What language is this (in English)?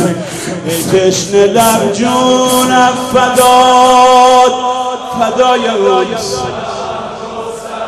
Persian